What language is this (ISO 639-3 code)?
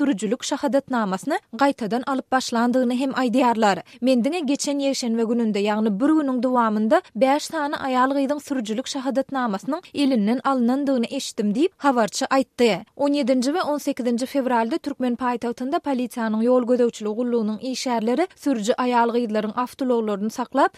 tuk